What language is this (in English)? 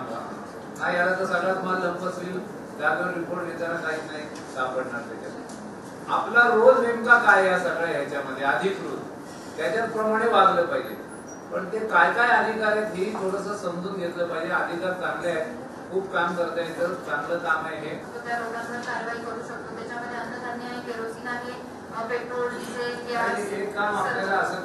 Marathi